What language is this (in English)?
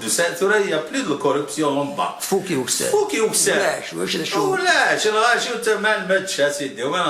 Kabyle